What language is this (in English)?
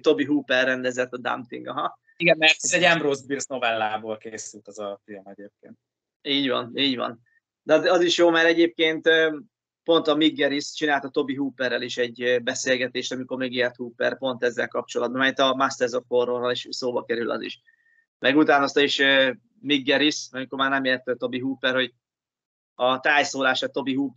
Hungarian